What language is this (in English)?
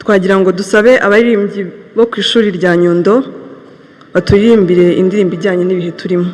Kinyarwanda